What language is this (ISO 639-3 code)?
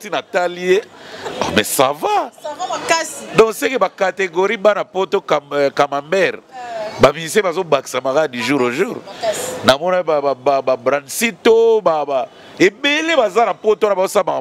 lin